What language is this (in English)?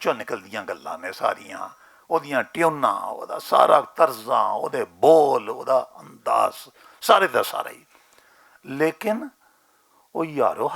Western Panjabi